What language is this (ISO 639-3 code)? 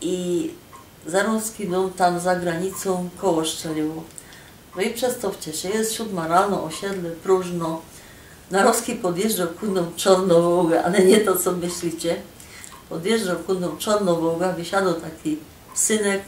szl